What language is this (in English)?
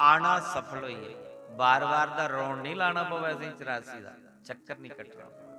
Dogri